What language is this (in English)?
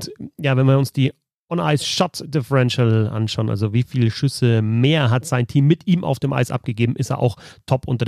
German